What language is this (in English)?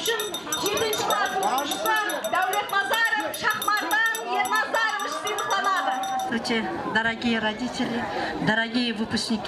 Kara-Kalpak